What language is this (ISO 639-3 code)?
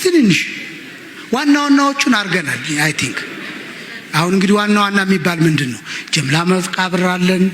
amh